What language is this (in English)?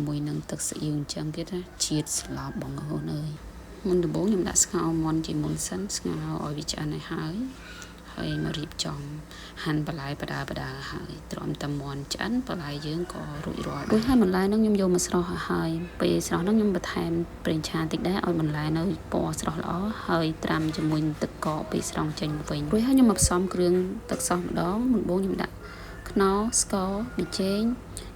Khmer